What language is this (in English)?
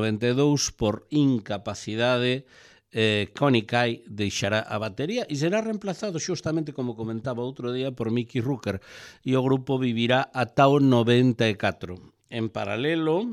Galician